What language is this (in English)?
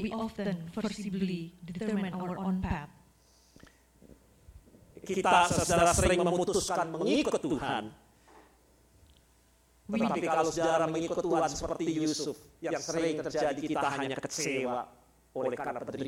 Indonesian